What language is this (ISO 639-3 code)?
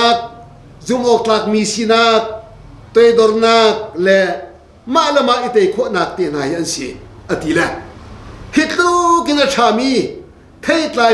cnh